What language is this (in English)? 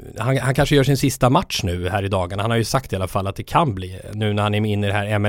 Swedish